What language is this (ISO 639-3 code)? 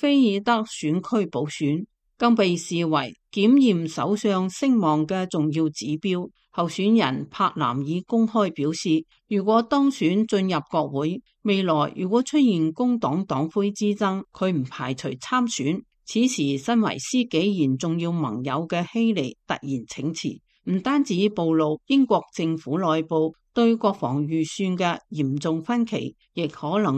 yue